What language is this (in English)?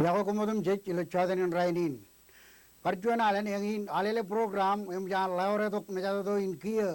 Marshallese